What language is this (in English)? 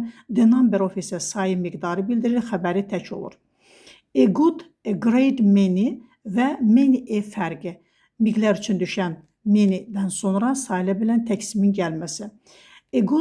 Azerbaijani